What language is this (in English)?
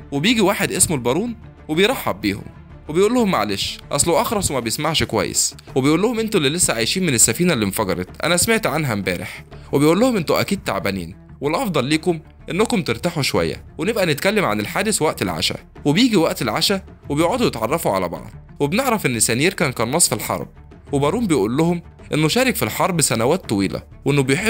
Egyptian Arabic